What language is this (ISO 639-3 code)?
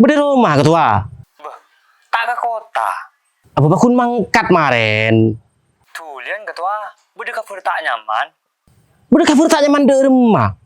mad